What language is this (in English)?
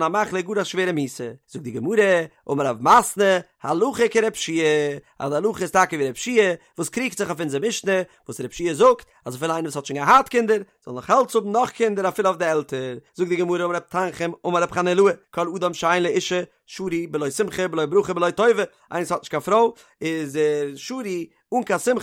Yiddish